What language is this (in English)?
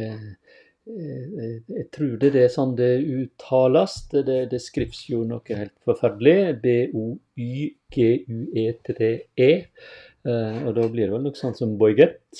Norwegian